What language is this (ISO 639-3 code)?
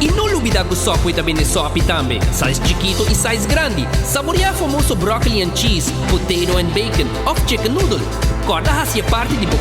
pap